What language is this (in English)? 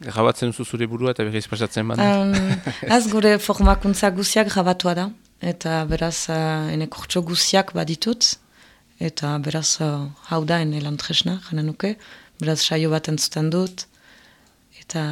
Basque